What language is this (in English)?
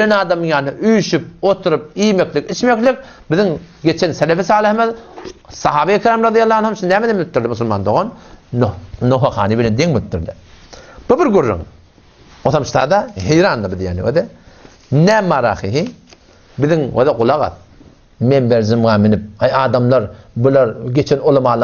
Turkmen